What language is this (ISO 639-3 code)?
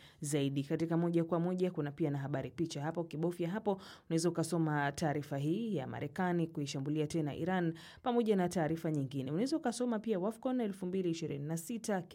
swa